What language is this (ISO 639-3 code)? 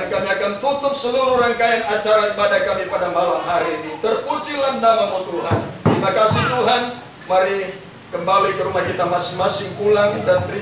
ind